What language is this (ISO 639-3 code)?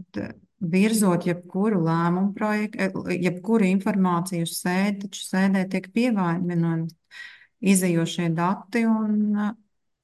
lav